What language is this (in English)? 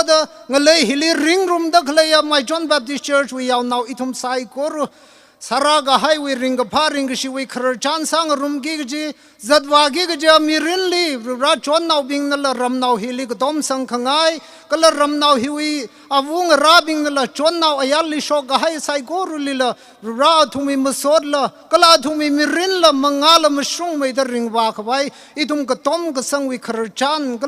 Tangkhul Naga (India)